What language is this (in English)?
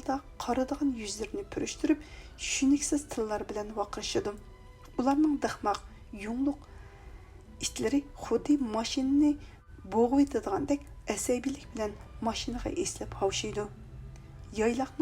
Uyghur